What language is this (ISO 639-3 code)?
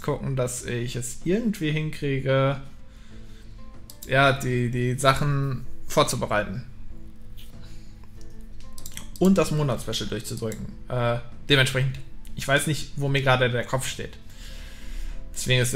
deu